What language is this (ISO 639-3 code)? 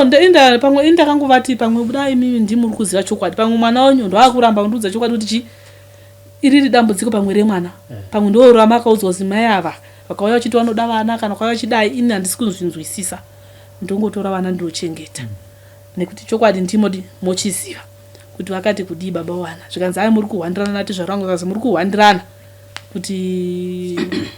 sna